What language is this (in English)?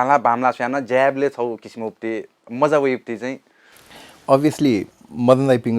Newari